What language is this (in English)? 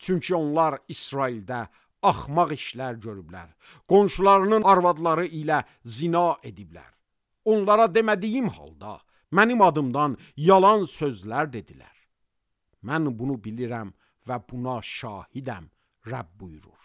Azerbaijani